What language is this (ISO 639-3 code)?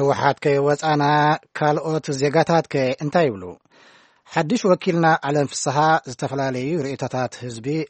tir